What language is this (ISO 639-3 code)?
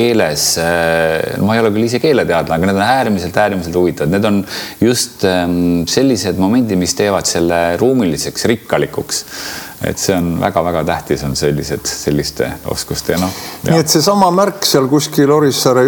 est